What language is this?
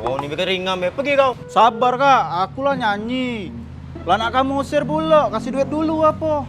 Musi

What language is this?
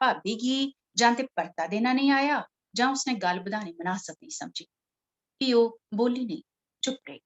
Dogri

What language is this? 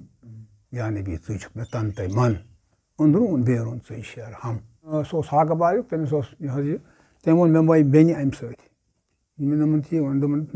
Kashmiri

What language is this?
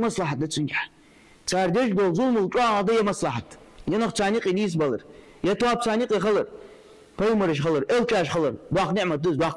Ingush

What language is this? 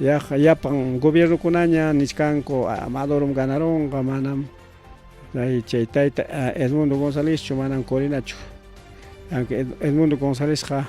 Ayacucho Quechua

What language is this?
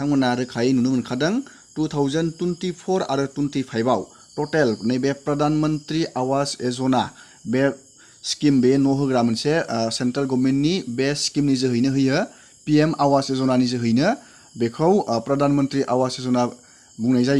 Bodo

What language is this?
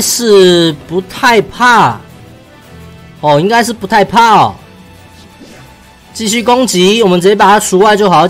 Chinese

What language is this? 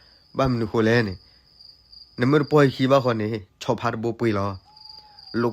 S'gaw Karen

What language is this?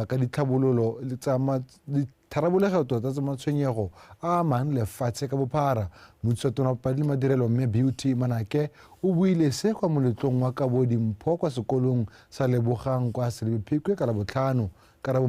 Tswana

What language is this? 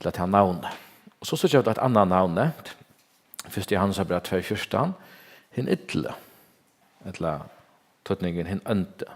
Faroese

